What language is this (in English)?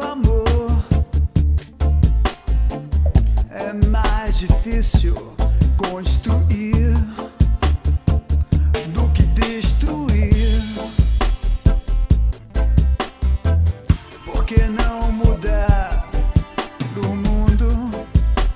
Portuguese